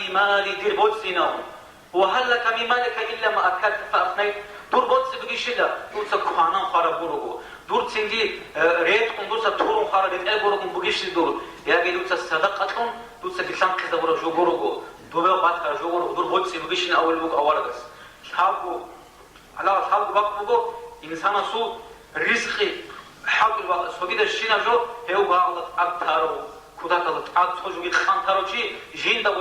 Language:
Avaric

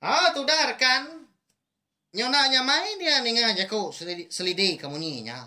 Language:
Iban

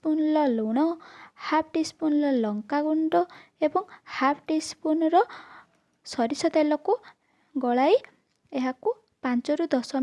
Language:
Odia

